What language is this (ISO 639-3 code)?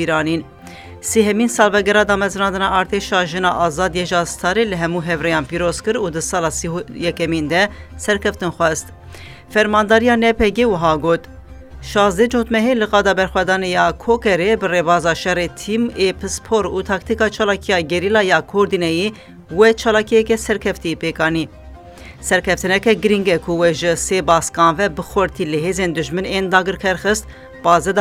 kur